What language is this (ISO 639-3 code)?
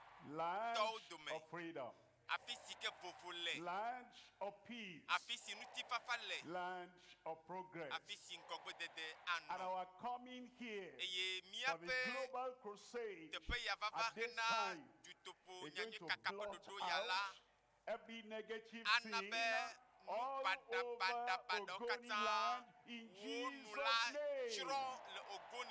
ewe